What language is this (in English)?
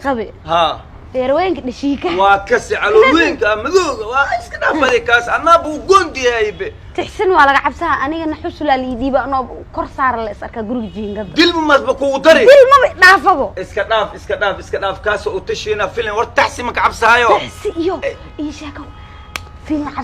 Somali